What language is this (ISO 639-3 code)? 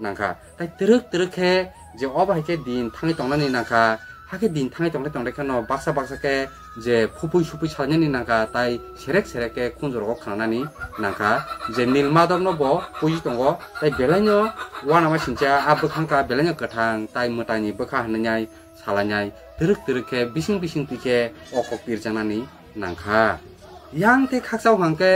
trp